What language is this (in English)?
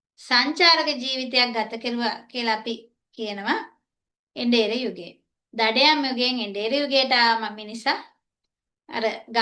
Sinhala